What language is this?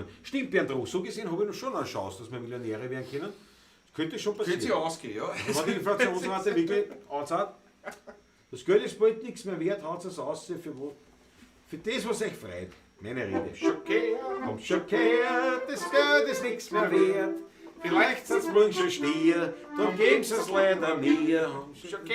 Bavarian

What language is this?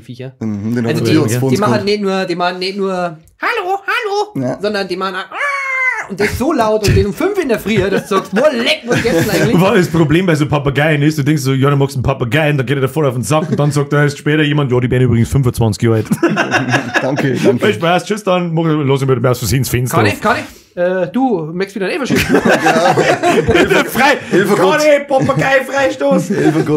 Bavarian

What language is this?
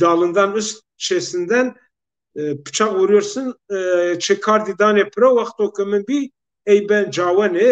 Zaza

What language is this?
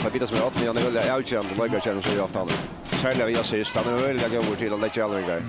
Faroese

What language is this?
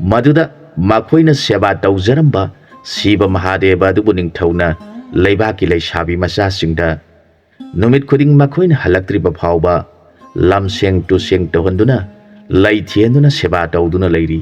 Manipuri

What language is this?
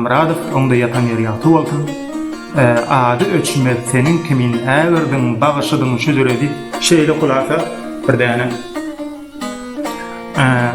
Turkmen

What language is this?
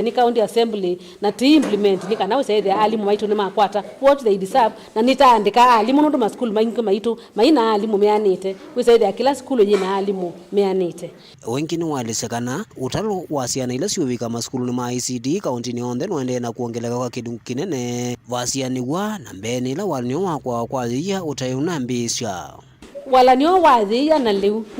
Kamba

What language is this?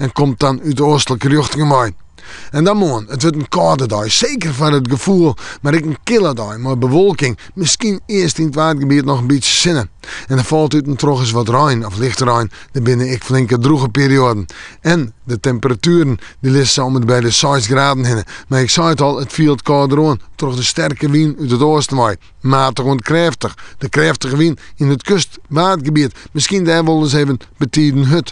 Western Frisian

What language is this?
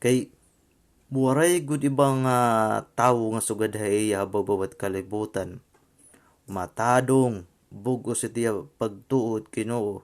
Waray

